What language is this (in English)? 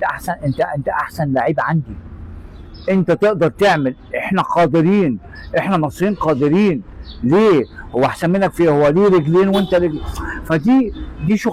Egyptian Arabic